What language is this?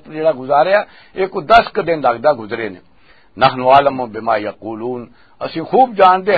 Western Panjabi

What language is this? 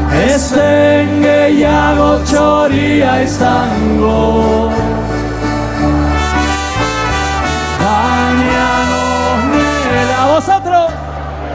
Basque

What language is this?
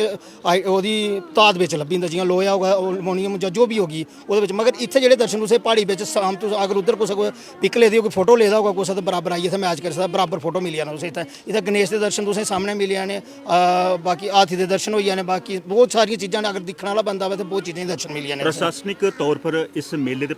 Dogri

